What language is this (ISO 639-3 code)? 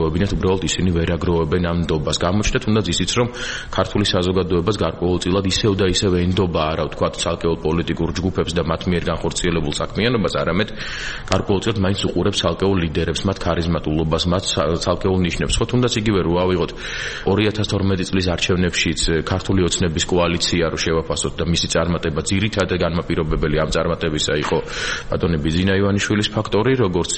kat